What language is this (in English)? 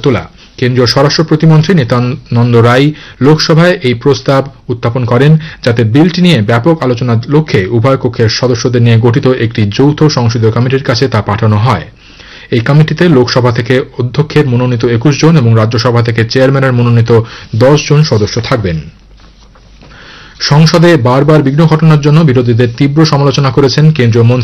Bangla